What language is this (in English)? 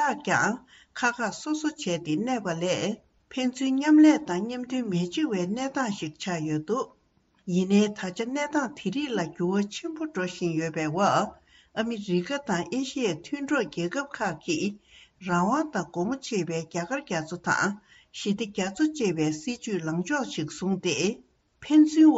Tibetan